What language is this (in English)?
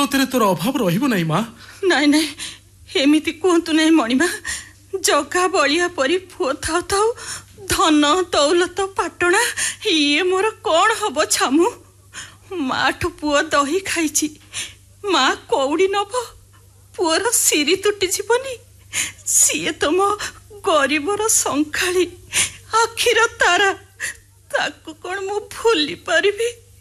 Odia